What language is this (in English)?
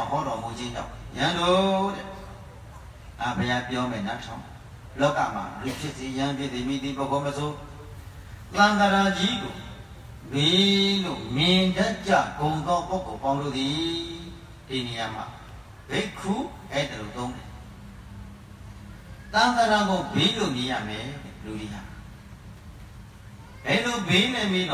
Burmese